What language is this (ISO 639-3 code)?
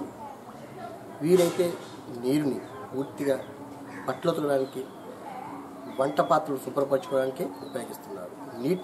tel